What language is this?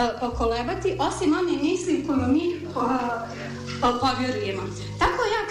Bosnian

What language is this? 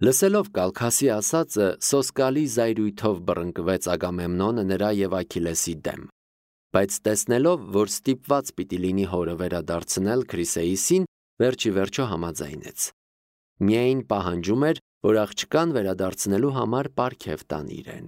Armenian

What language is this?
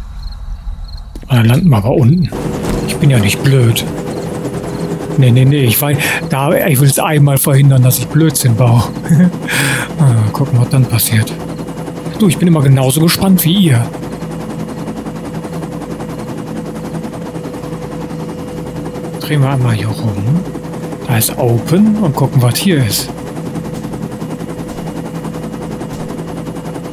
German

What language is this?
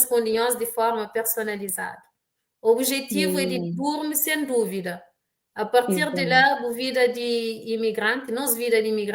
Kabuverdianu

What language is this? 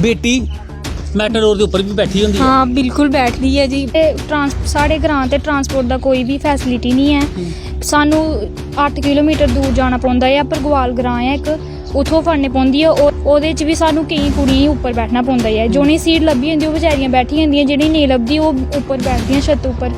Dogri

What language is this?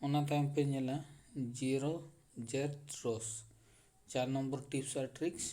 Santali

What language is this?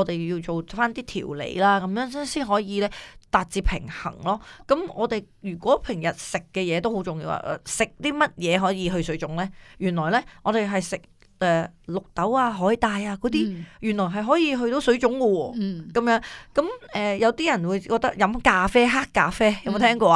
Cantonese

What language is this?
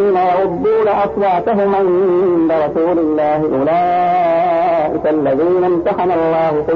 Arabic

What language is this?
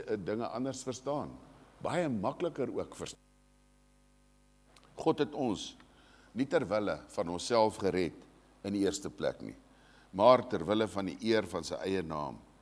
Afrikaans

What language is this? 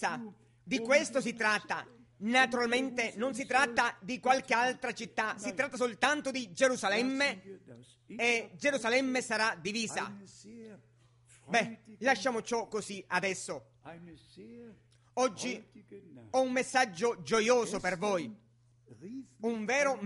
Italian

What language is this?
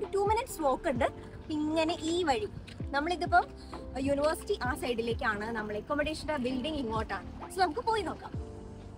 Malayalam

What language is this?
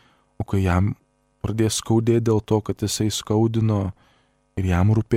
Lithuanian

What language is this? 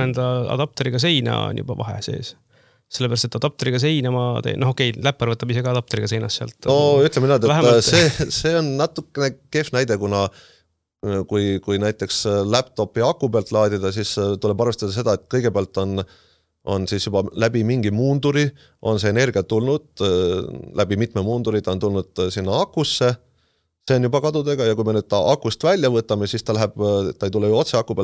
Estonian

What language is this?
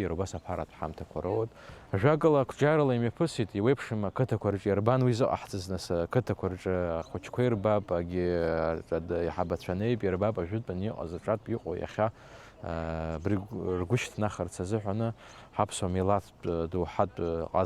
Abkhazian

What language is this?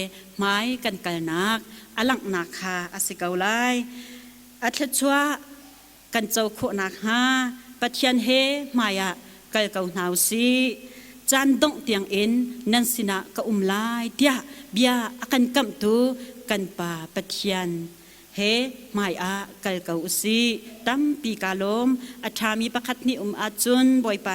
Hakha Chin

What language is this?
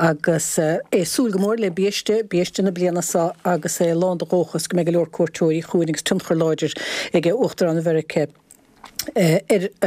Irish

